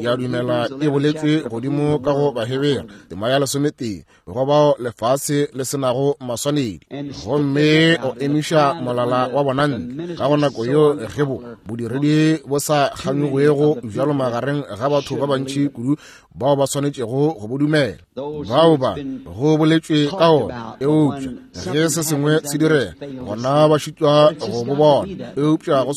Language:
Northern Sotho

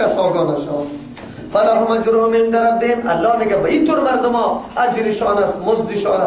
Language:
Persian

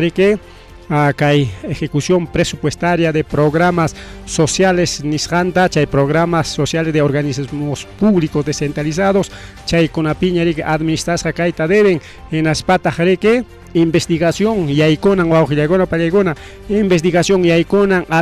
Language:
Ayacucho Quechua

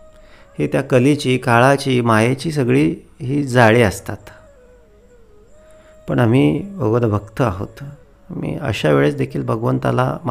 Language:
Marathi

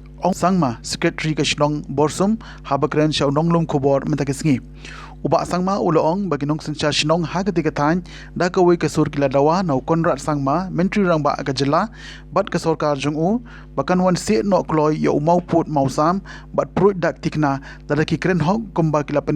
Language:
Khasi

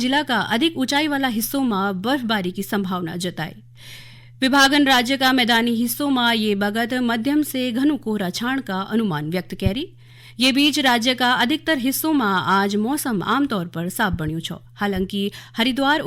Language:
Garhwali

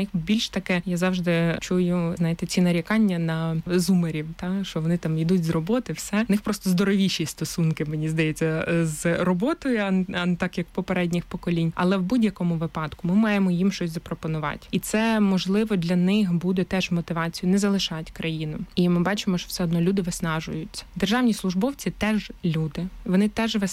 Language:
Ukrainian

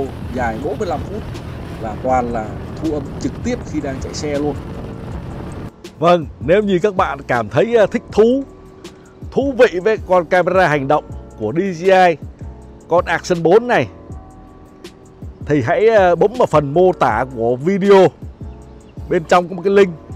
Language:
Vietnamese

